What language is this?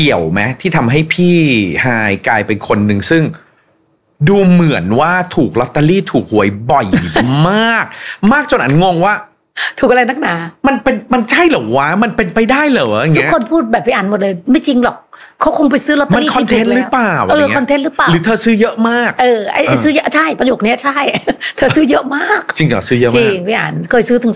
Thai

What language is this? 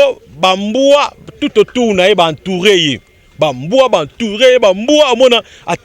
Lingala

